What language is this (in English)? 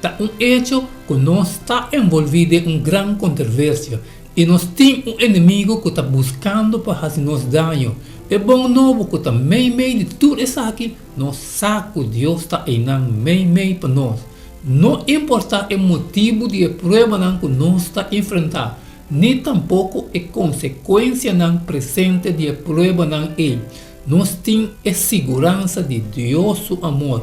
Papiamento